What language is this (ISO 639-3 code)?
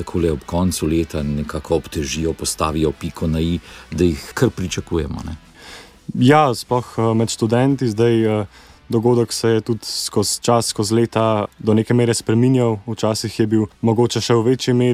slv